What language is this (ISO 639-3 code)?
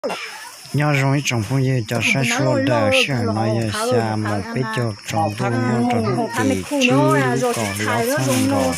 hmn